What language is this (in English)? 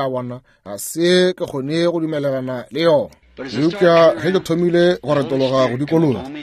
Northern Sotho